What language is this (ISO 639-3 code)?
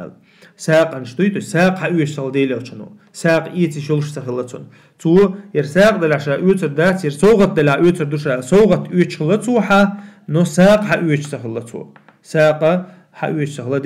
che